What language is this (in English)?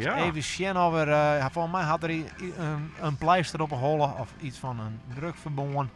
Western Frisian